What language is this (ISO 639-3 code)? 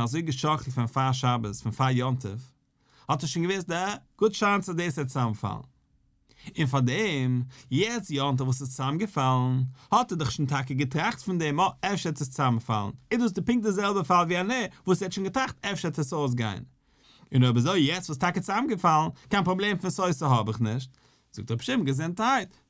yid